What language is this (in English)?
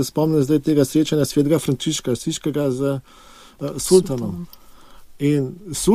Slovenian